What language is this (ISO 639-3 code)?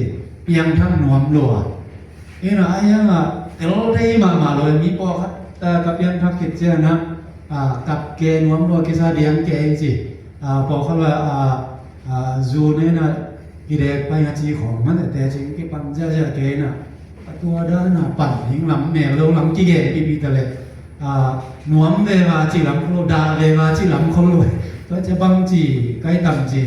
ctd